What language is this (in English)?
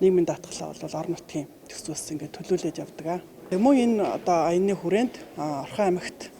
Mongolian